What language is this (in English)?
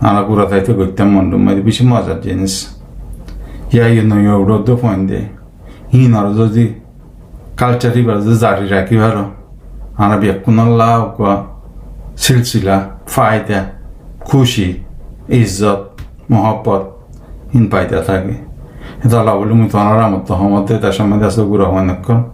Rohingya